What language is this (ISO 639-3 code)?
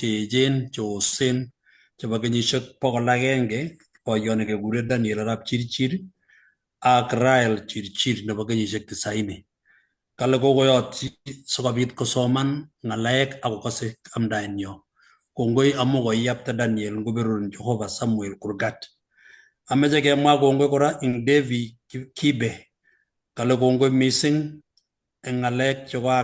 kln